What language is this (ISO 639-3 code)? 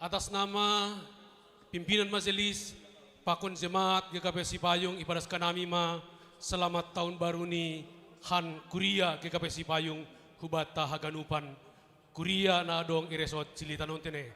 bts